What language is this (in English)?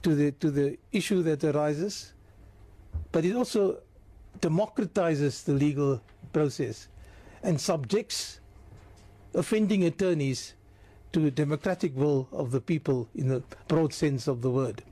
English